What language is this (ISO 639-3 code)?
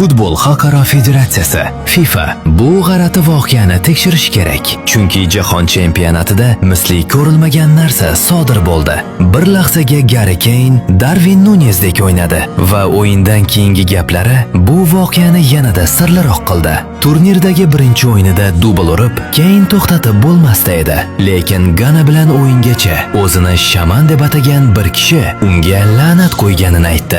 uzb